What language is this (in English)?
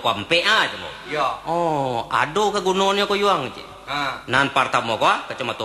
Minangkabau